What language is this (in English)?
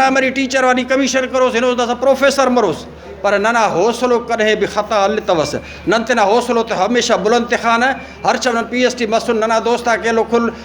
Brahui